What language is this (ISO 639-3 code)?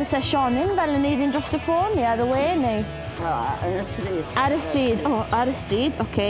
cym